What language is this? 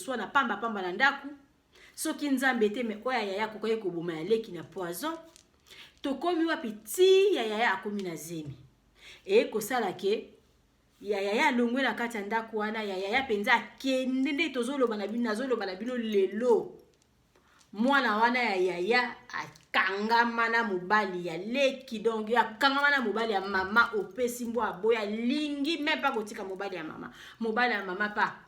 Lingala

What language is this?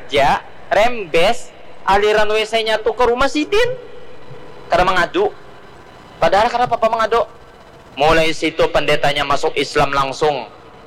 Banjar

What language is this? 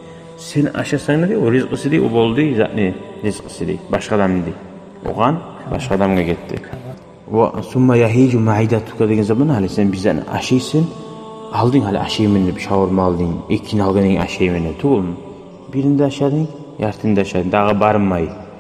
Kumyk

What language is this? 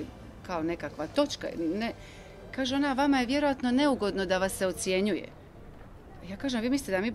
Croatian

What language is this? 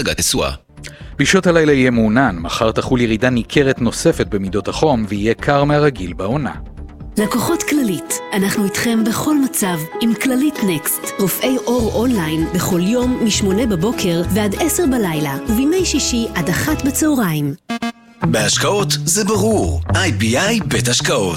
Hebrew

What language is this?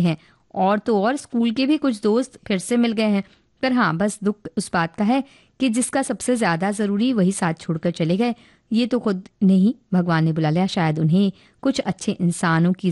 Hindi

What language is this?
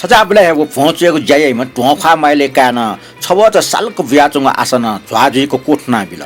Newari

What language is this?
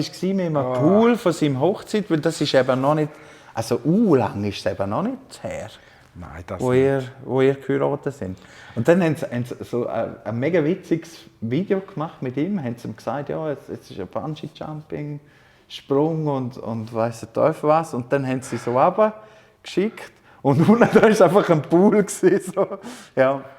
Swiss German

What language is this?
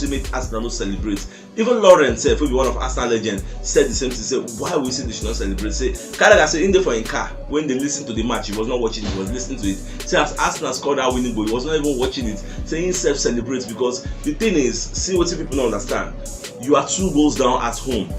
Nigerian Pidgin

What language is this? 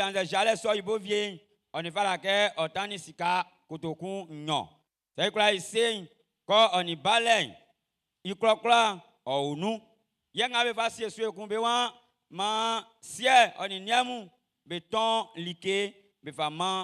Baoulé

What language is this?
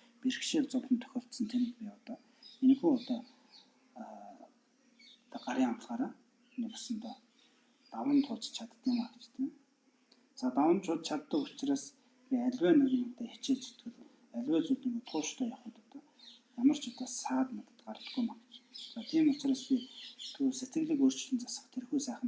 Mongolian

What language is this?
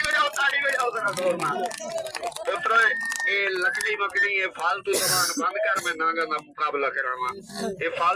Saraiki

